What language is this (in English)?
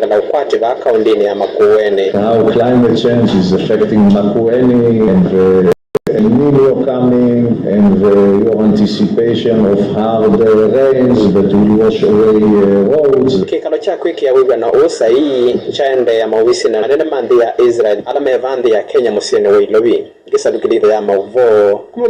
Kamba